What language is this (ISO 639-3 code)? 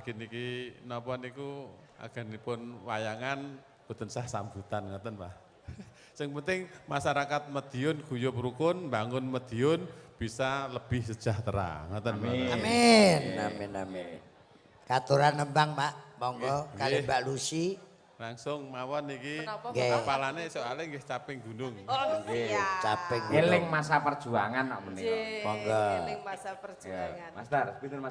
jav